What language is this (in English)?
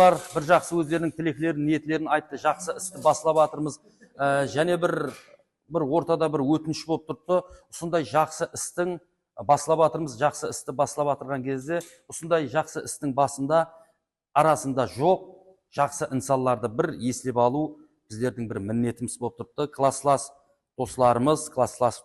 Kara-Kalpak